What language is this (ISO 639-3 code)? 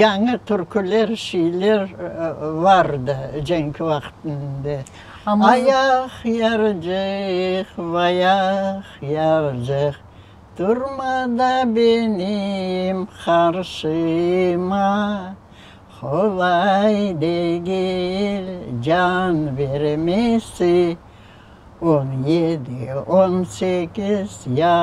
crh